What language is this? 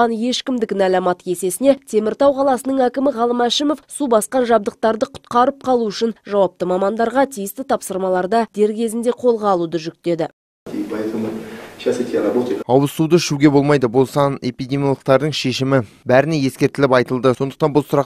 Kazakh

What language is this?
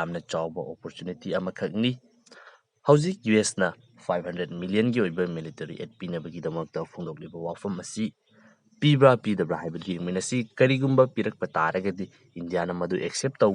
Manipuri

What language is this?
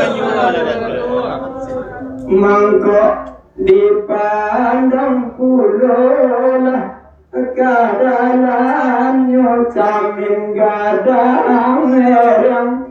Minangkabau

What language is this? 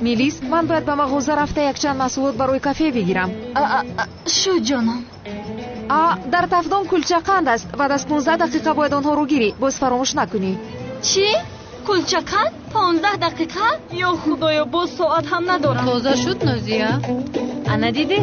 Tajik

